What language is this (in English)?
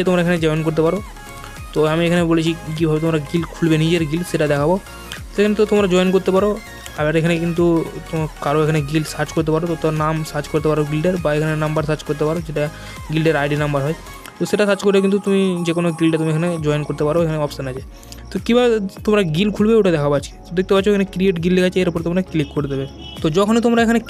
Bangla